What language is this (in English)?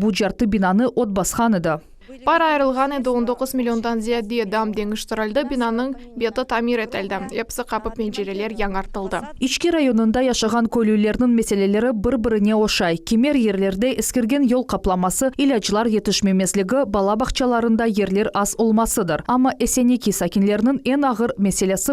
Crimean Tatar